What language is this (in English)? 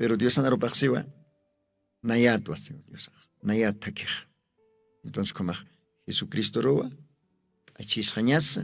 Aymara